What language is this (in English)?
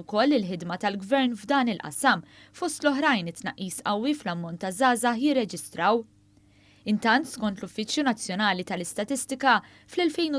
Maltese